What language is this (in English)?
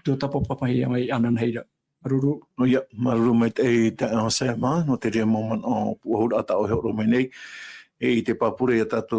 Tahitian